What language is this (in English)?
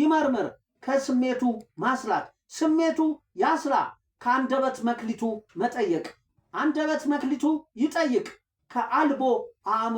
Amharic